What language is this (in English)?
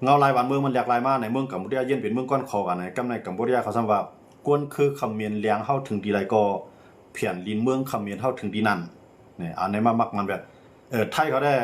Shan